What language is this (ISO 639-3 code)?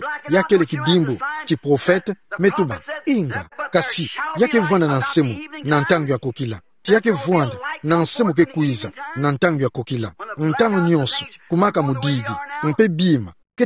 ktu